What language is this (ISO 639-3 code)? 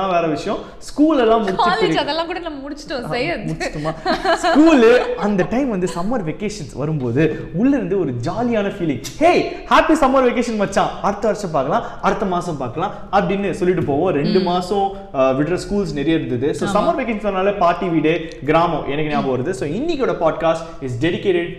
tam